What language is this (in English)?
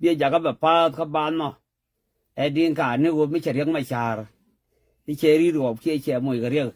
Nuer